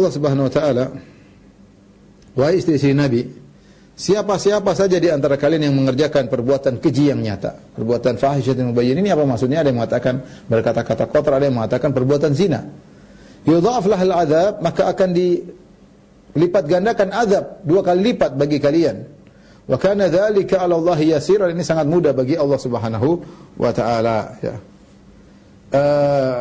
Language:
Indonesian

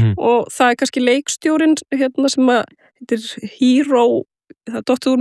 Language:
Icelandic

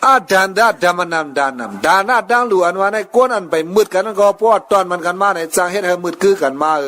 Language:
Shan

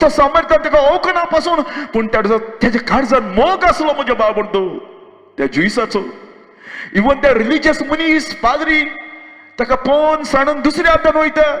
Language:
Konkani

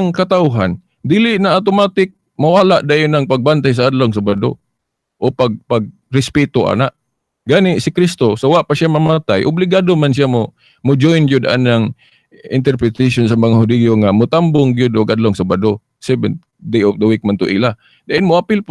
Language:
Cebuano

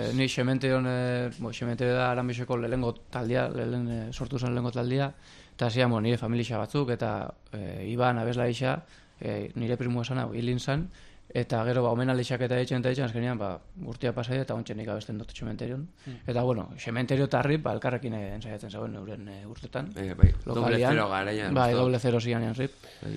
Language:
Basque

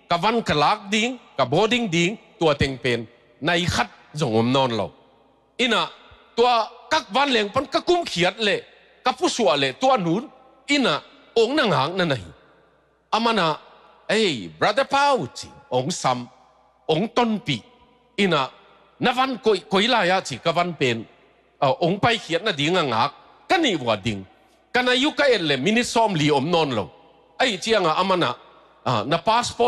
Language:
Tedim Chin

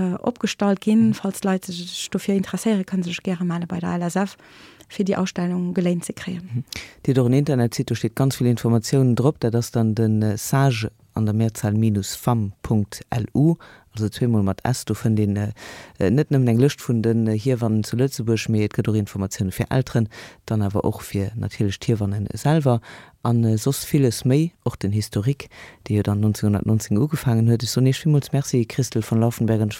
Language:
Luxembourgish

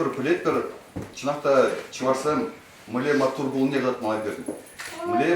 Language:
Chuvash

